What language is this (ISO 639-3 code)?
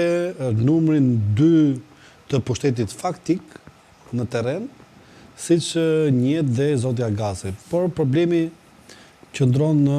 sqi